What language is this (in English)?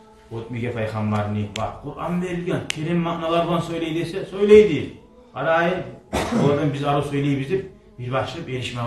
Kumyk